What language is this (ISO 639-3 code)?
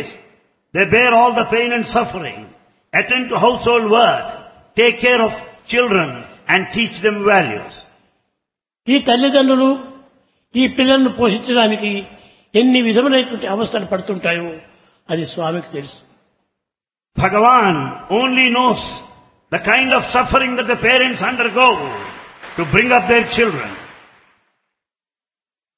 tel